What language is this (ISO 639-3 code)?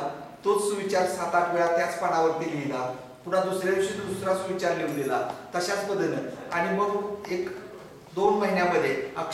mar